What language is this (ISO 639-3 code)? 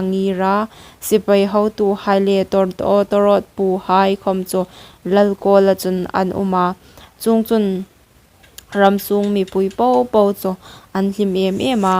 hmr